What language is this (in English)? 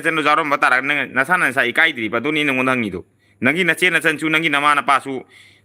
Manipuri